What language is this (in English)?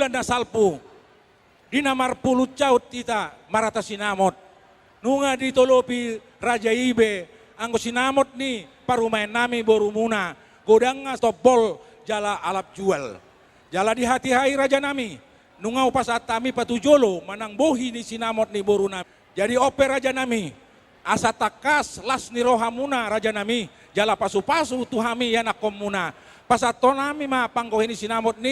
Batak Toba